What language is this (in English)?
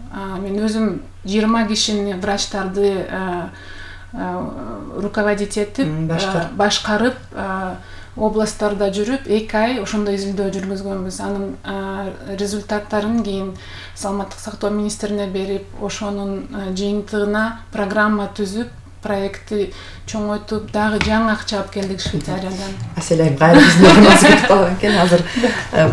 Kyrgyz